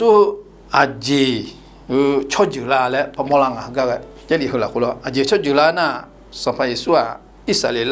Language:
Akha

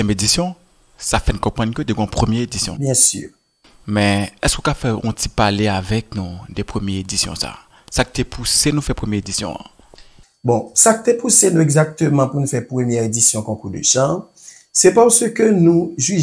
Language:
Haitian Creole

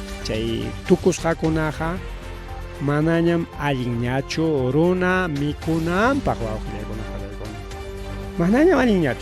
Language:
Ayacucho Quechua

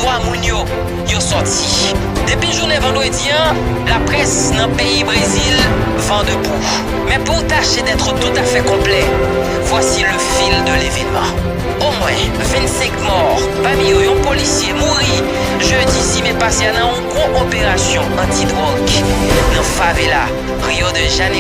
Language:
Haitian Creole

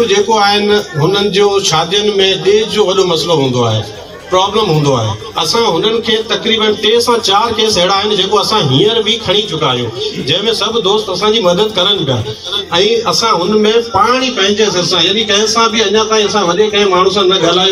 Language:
Sindhi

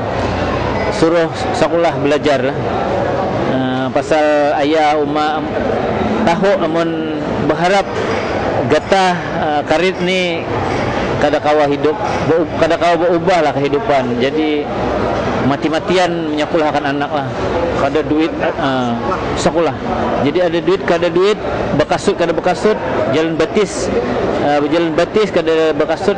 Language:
Banjar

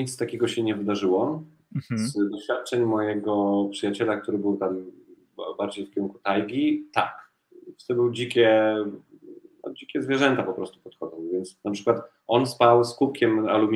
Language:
Polish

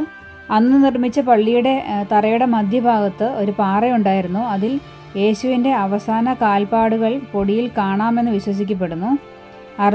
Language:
Malayalam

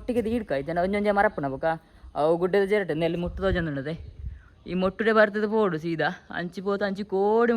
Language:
Tulu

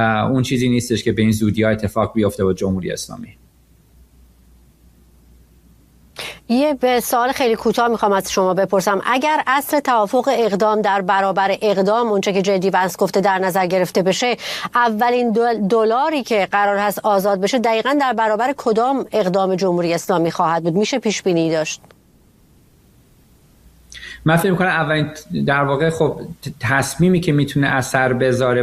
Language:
Persian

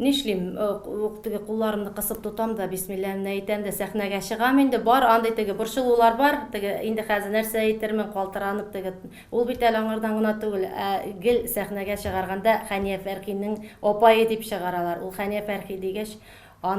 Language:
Tatar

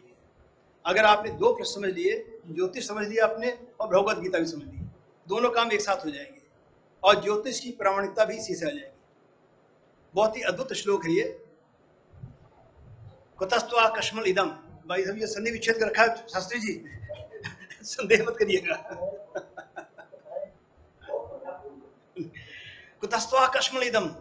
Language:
Hindi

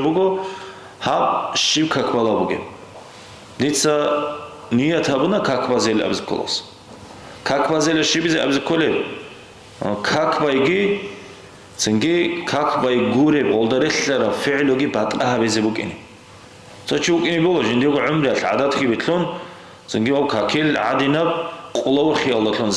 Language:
Avaric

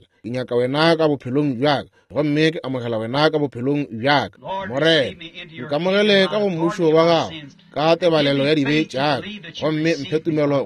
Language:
Northern Sotho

